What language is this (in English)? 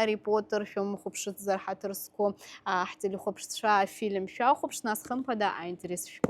Abkhazian